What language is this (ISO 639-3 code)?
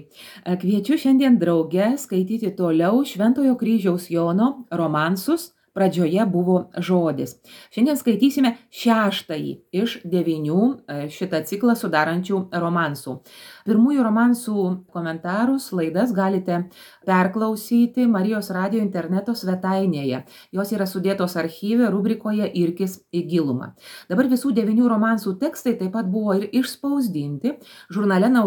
lit